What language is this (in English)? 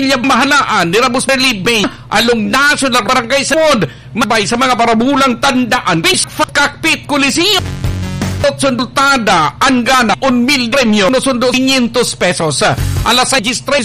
Bikol